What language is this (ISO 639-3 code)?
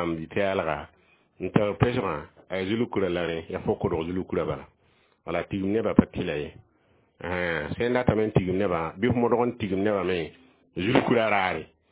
mos